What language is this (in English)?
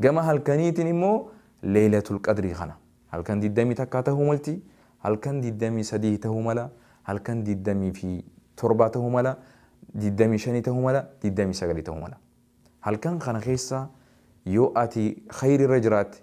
Oromo